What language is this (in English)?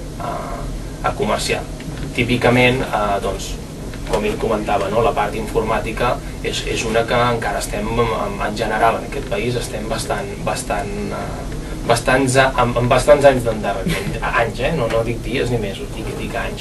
Catalan